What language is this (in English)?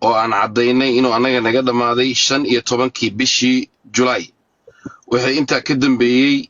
Somali